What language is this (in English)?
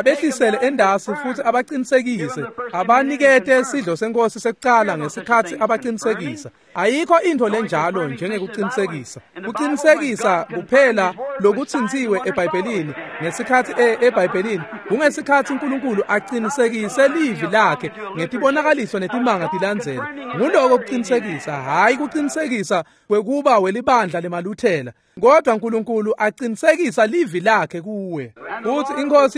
Swati